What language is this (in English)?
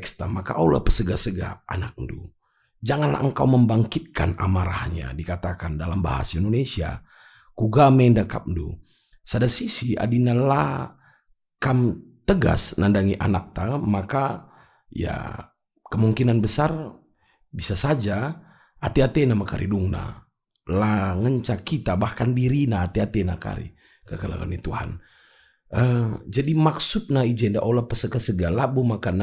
Batak Karo